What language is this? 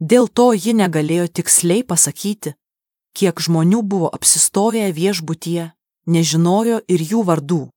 Lithuanian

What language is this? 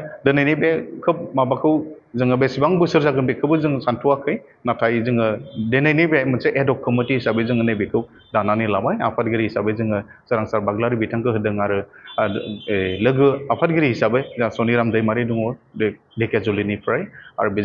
Bodo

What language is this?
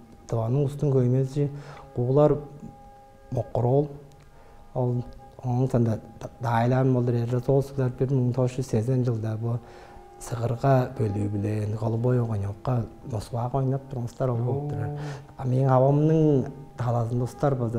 Tuvinian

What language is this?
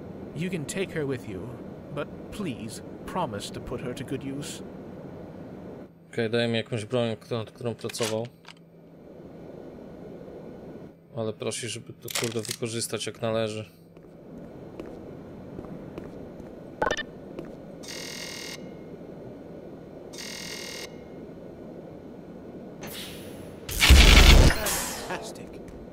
Polish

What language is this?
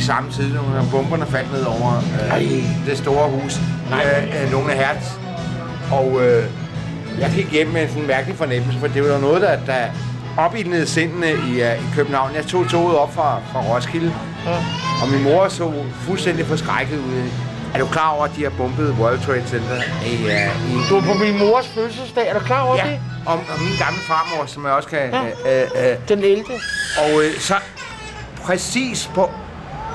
Danish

